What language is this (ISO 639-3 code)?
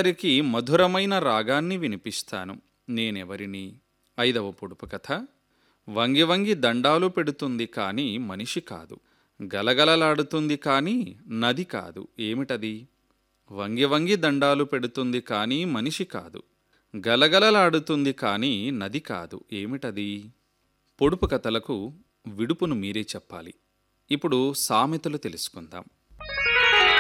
tel